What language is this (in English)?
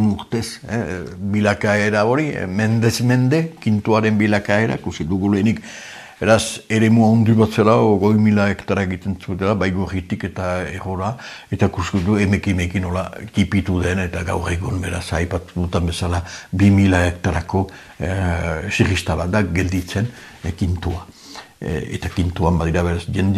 Basque